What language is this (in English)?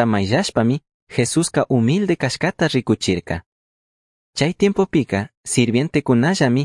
Chimborazo Highland Quichua